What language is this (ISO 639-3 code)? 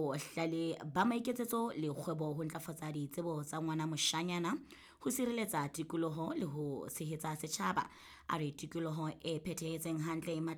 sot